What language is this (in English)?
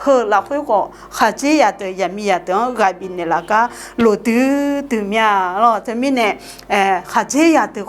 Akha